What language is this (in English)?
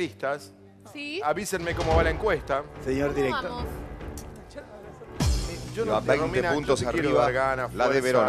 Spanish